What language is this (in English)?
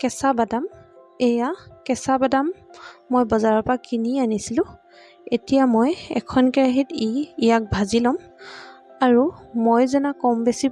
Assamese